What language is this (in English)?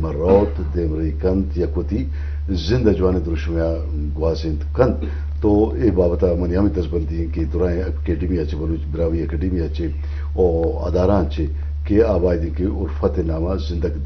Eastern Balochi